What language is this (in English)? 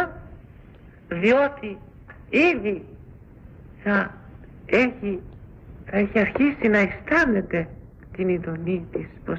Greek